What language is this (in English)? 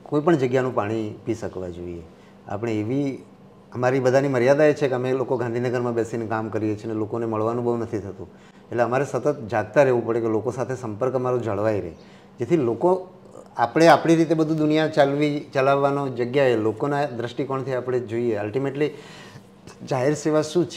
Gujarati